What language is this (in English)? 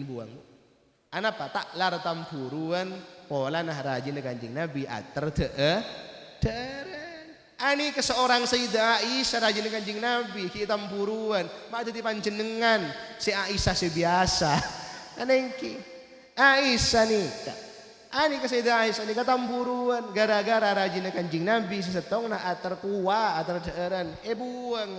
Madurese